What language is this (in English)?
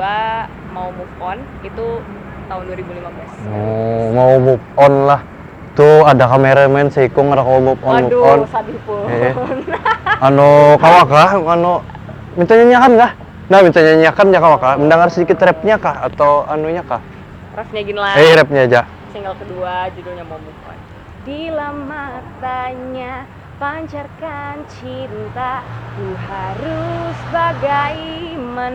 Banjar